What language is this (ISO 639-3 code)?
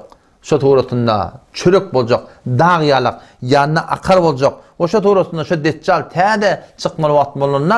tuk